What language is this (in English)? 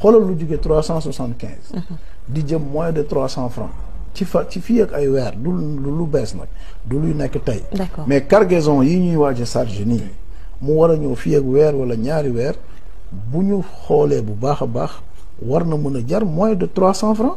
Wolof